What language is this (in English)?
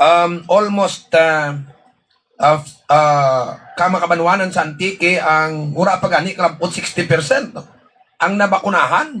Hiligaynon